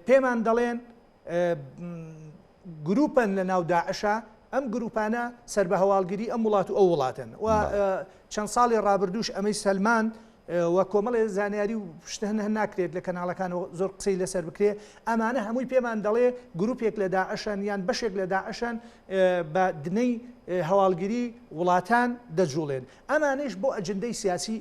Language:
Central Kurdish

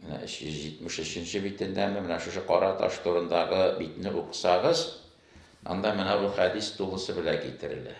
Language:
Tatar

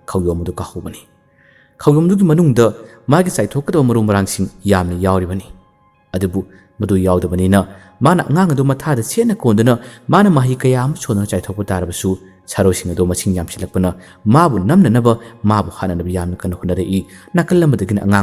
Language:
Manipuri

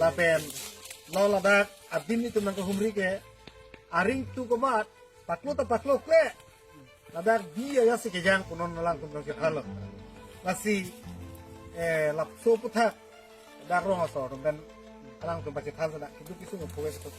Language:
Karbi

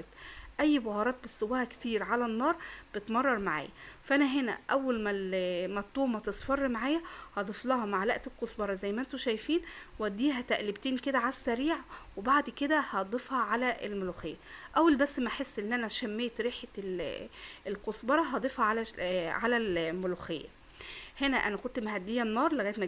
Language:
Egyptian Arabic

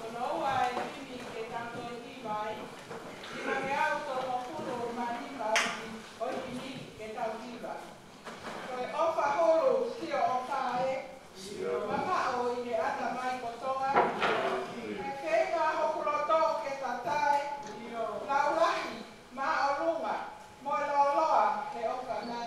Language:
Tongan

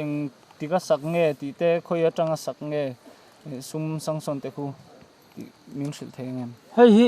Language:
Mizo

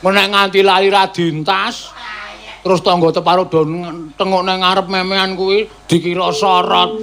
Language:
Javanese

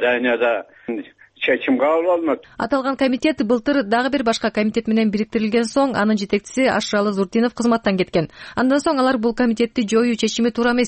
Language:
Kyrgyz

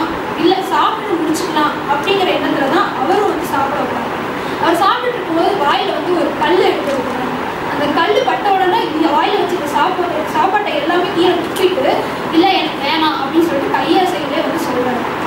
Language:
Tamil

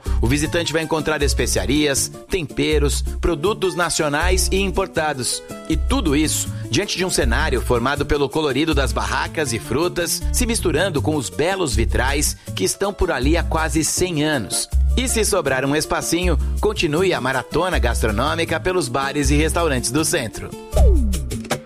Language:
Portuguese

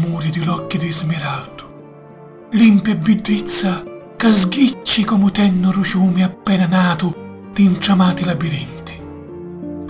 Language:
Sicilian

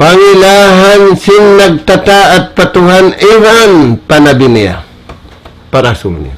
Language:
Tausug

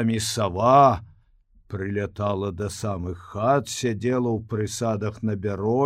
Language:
Belarusian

